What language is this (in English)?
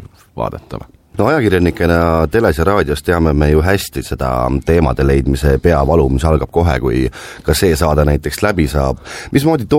Estonian